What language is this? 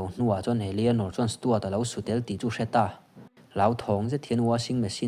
Mizo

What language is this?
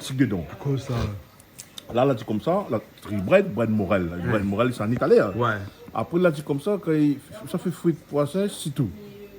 Réunion Creole French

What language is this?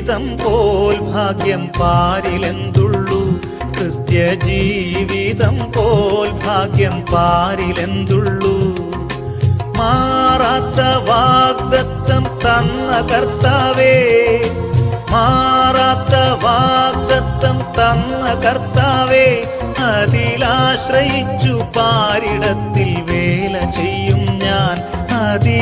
Malayalam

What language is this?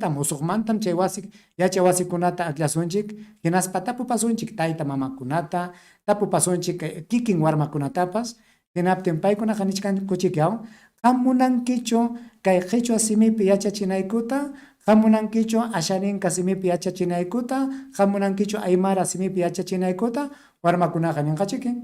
Ayacucho Quechua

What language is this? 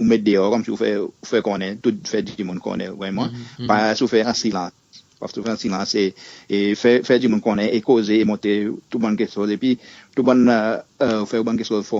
Seselwa Creole French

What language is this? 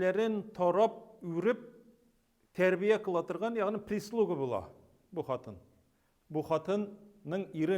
Tatar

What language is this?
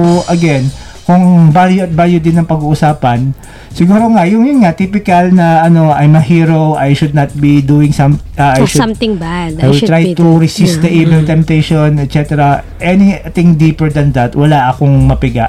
Filipino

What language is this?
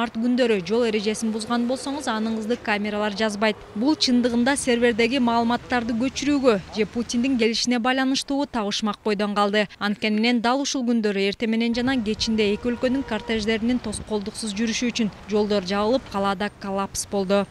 Kyrgyz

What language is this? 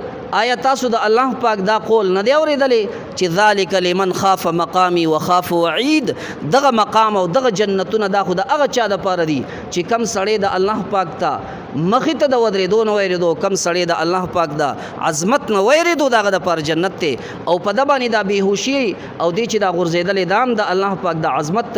Pashto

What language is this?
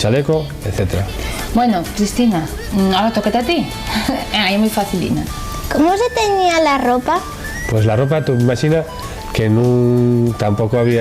Asturian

